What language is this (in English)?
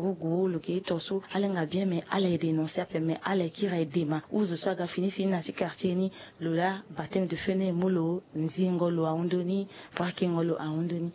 Sango